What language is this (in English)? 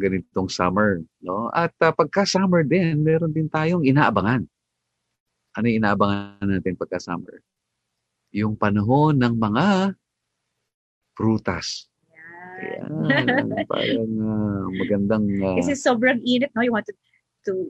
Filipino